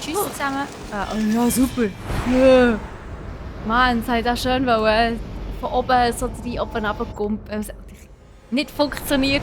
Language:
Swiss German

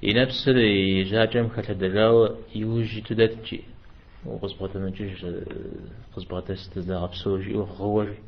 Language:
Kabardian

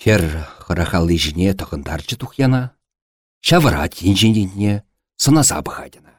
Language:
Chuvash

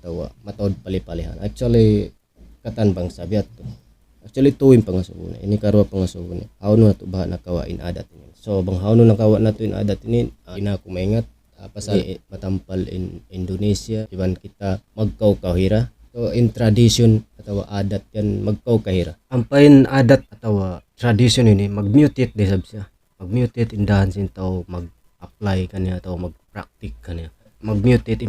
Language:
Tausug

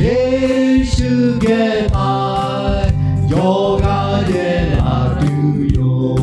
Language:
Lahu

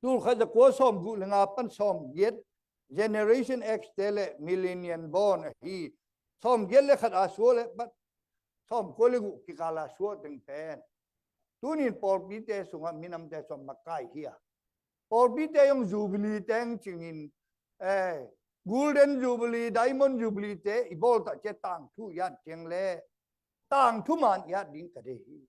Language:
Tedim Chin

